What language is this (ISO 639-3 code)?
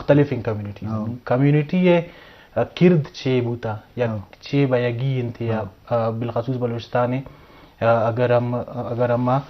bgp